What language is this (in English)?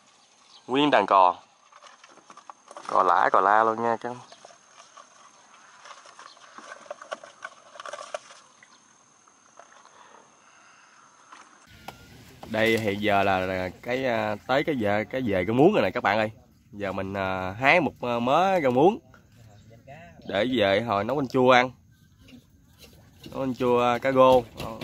Vietnamese